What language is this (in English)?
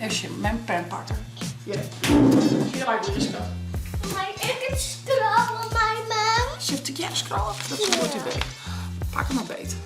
Western Frisian